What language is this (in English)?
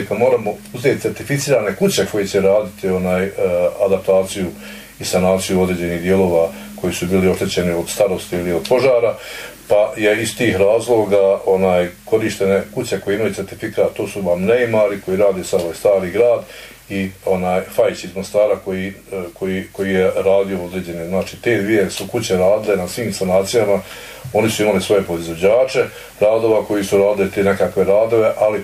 Bosnian